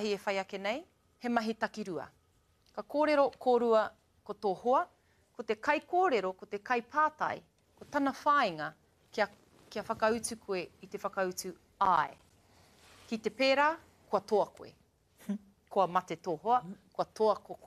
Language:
Māori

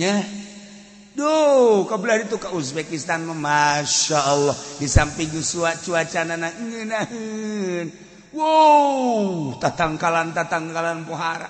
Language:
Sundanese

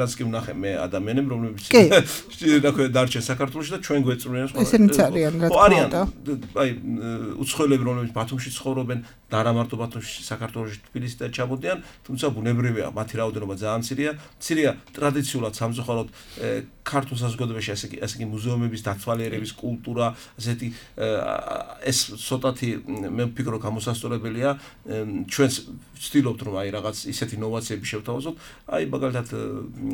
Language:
Georgian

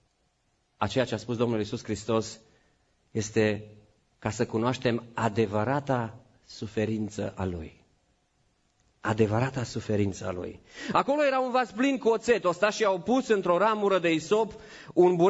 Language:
Romanian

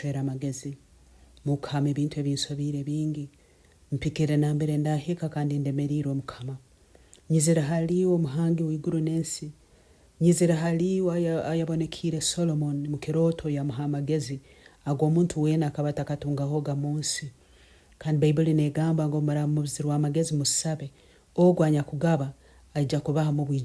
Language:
Nyankole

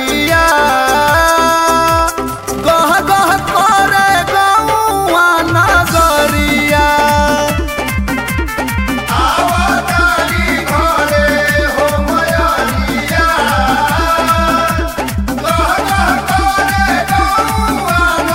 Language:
Bhojpuri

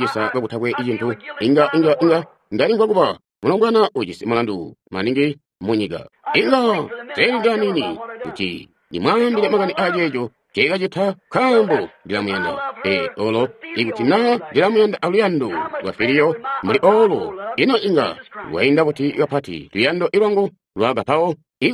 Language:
Tonga (Zambia)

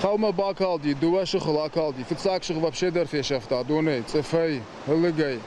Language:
Ossetic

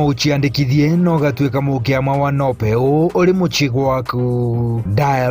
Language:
Meru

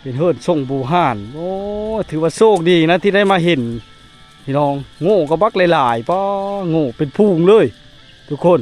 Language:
Lao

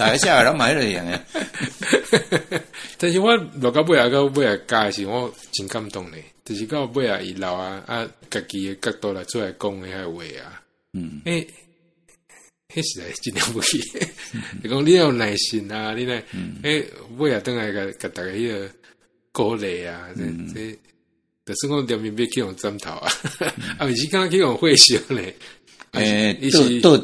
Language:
Min Nan Chinese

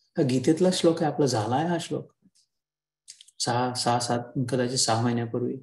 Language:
Marathi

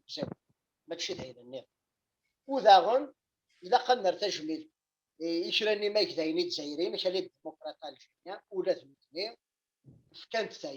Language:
Kabyle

